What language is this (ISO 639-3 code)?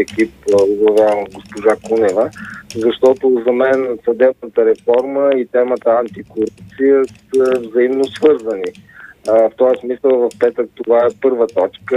bul